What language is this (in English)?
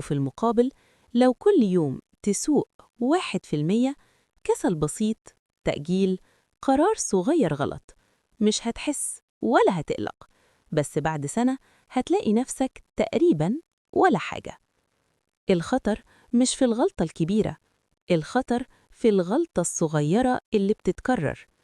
Egyptian Arabic